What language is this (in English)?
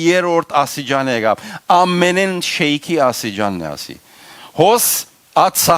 Western Armenian